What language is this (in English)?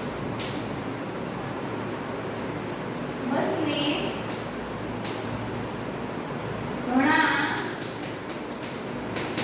Gujarati